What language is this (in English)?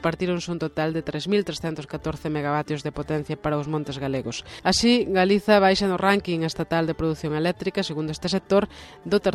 Galician